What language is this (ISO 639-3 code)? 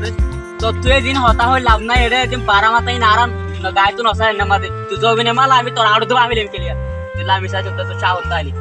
rhg